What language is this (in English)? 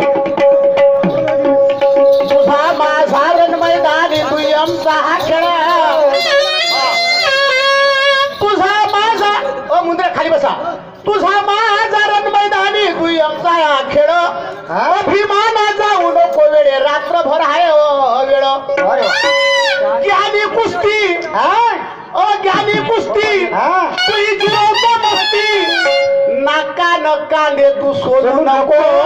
Marathi